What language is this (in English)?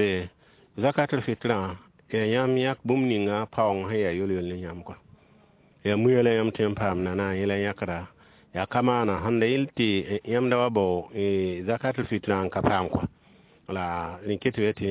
Mossi